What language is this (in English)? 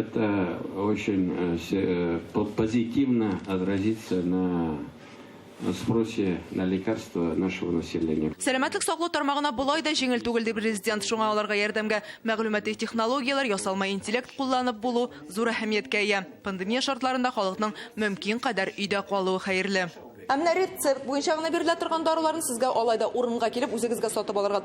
Tatar